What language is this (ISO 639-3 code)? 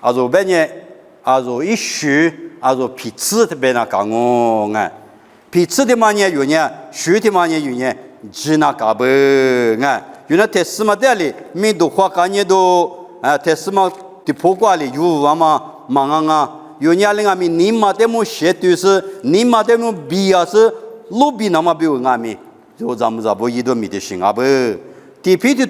lis